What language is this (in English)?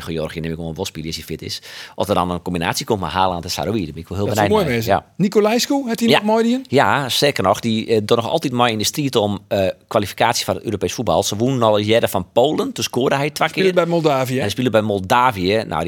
Western Frisian